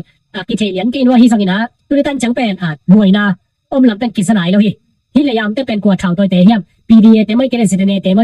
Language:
Tedim Chin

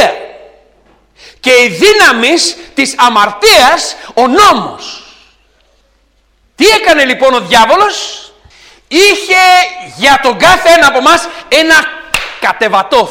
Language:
Greek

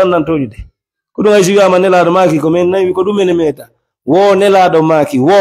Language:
Fula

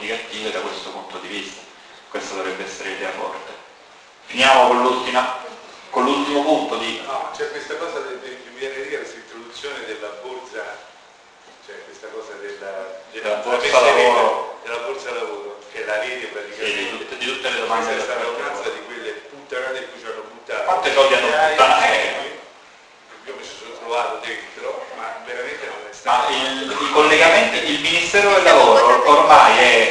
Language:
Italian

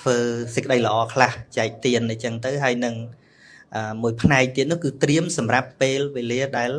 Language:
Khmer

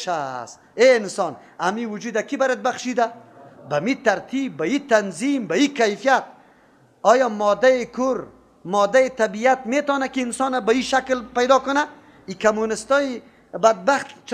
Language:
Persian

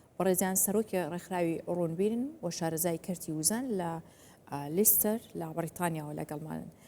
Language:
Central Kurdish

